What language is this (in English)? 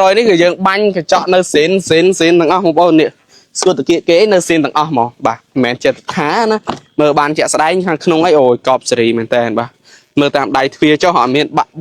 Khmer